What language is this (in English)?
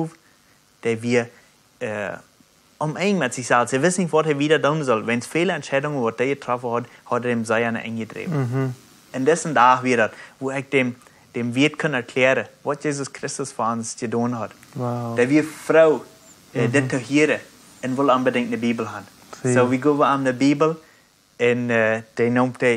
Plautdietsch